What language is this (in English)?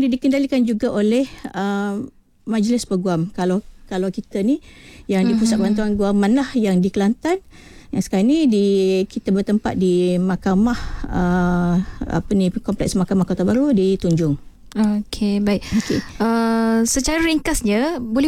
Malay